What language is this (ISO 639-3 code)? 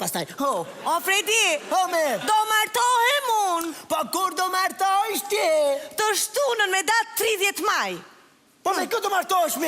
sqi